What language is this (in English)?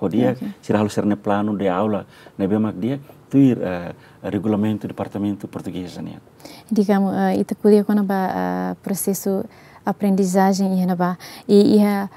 Tetum